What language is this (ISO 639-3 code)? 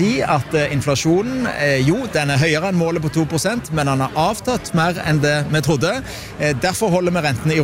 nor